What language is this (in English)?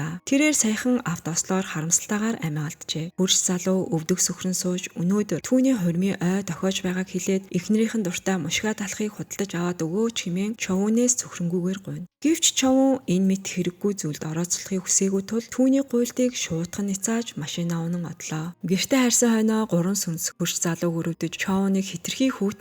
Mongolian